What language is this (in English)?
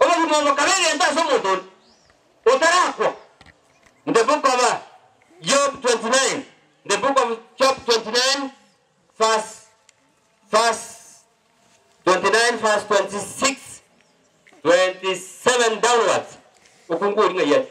Gusii